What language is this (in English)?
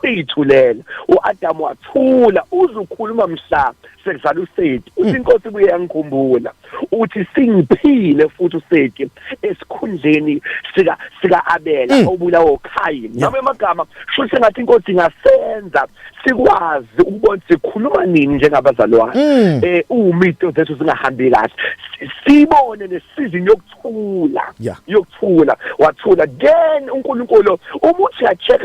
Zulu